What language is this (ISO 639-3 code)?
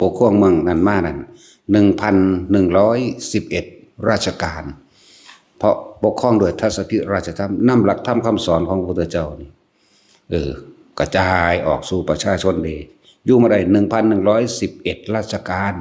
tts